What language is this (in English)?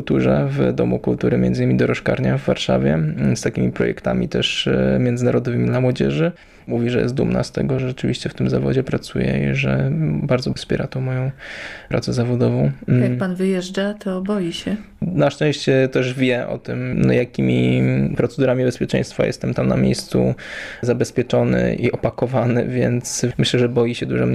Polish